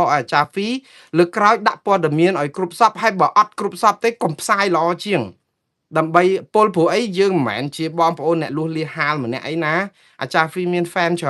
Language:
Khmer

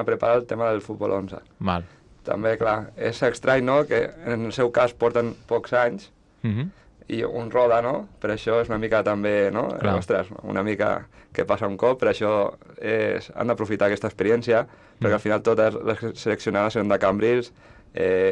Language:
Catalan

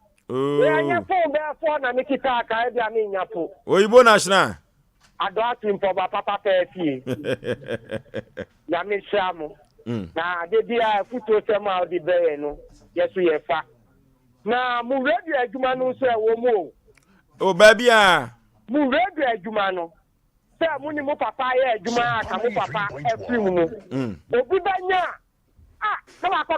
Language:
Akan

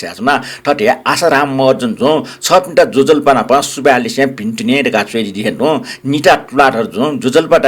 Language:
Newari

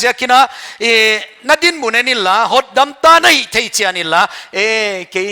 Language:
Paite Chin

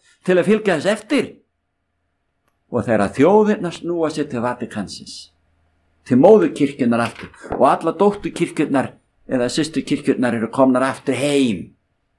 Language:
Icelandic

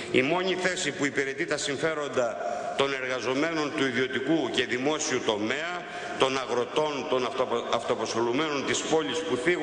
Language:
Greek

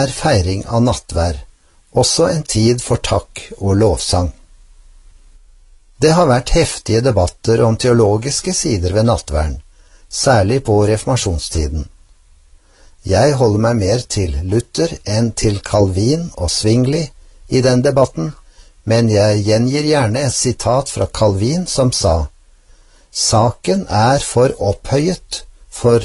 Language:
Norwegian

